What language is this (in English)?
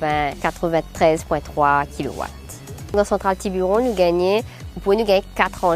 Haitian Creole